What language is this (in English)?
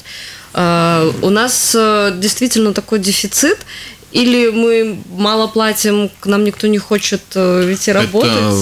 Russian